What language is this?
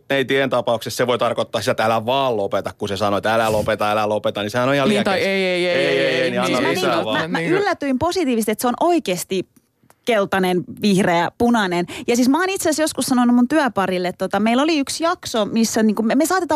Finnish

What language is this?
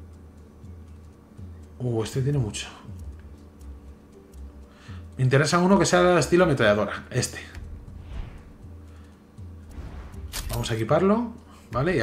Spanish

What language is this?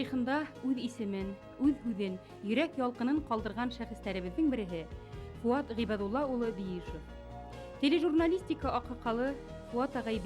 Bashkir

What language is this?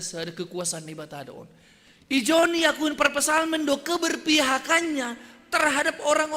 Batak Simalungun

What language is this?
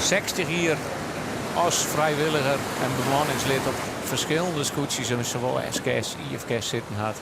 Western Frisian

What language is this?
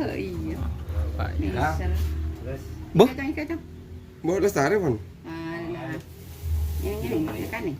Madurese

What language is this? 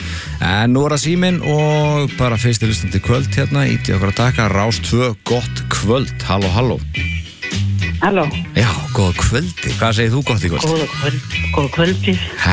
Icelandic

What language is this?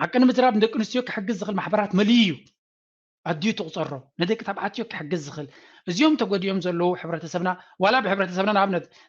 Tigrinya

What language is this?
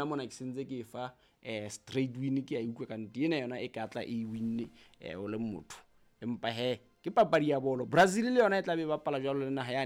Southern Sotho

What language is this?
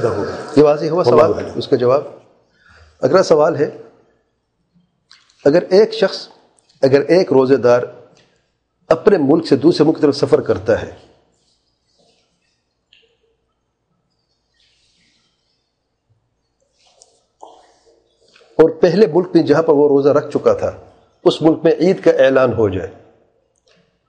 Urdu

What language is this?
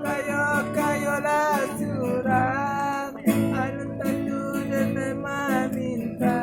Minangkabau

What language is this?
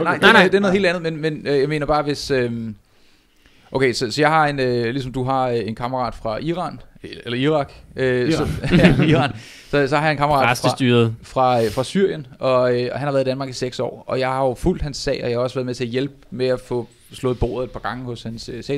Danish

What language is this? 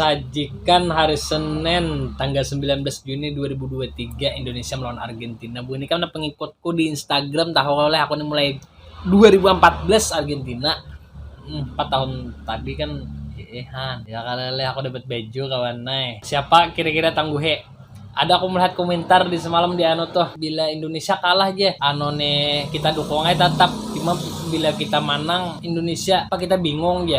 Banjar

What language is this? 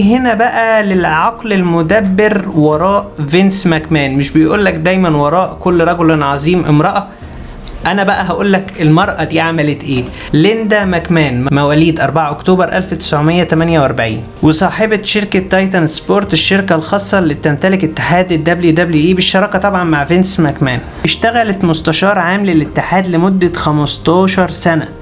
Egyptian Arabic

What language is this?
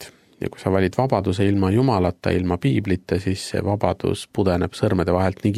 Estonian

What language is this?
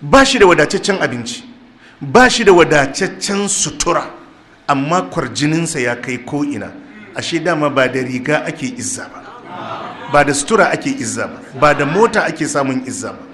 Hausa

